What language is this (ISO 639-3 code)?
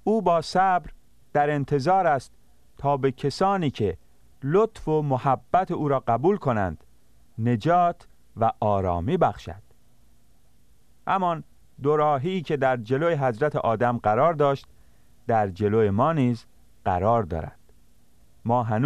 fas